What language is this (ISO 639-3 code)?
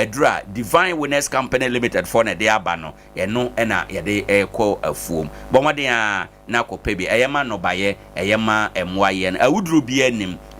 aka